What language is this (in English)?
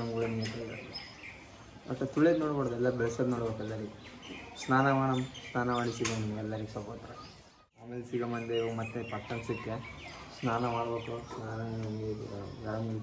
Kannada